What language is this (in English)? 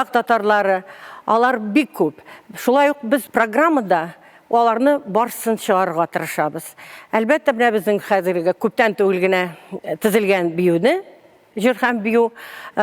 Tatar